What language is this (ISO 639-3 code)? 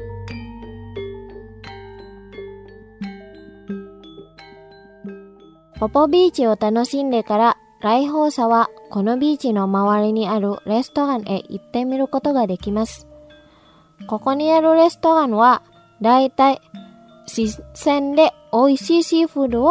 jpn